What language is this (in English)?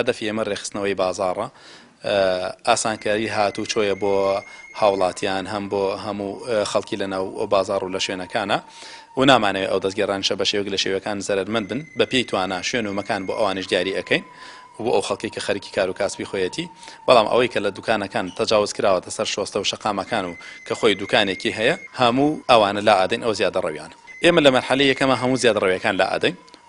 Central Kurdish